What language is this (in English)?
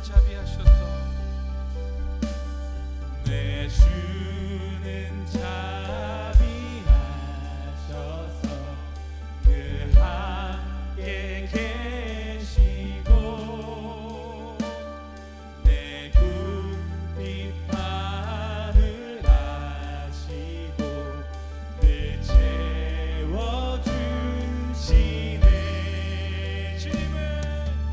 Korean